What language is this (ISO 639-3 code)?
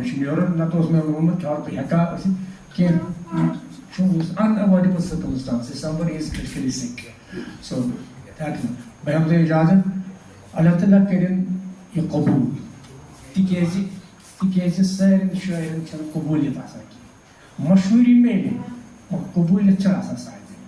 kas